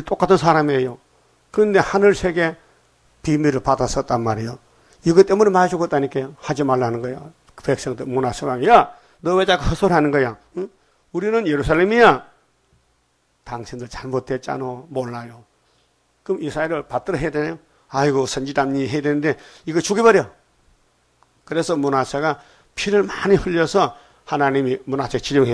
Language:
Korean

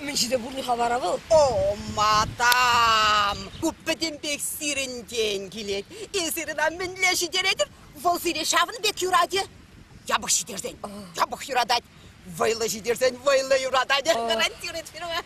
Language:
Chuvash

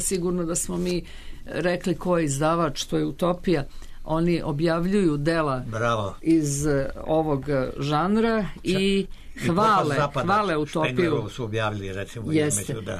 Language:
Serbian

